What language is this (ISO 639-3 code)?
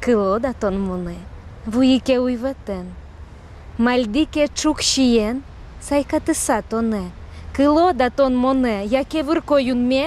udm